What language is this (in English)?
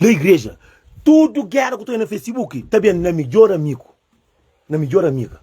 Kabuverdianu